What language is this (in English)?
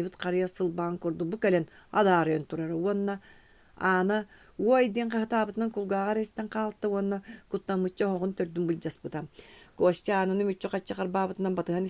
Yakut